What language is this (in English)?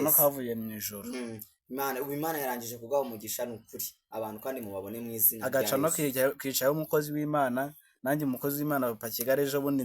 Kinyarwanda